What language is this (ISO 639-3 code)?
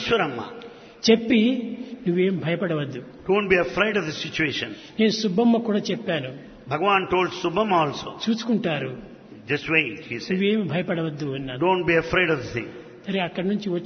tel